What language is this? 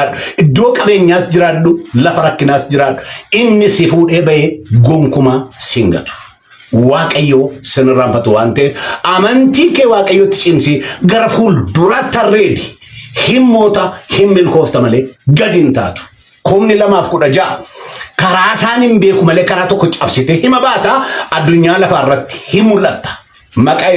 Oromo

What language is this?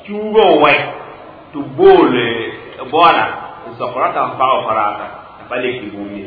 Mossi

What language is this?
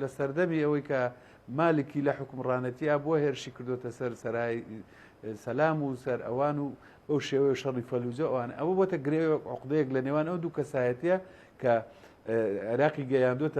Central Kurdish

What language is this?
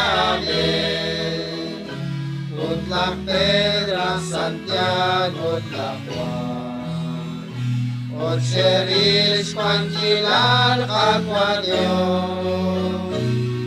Kekchí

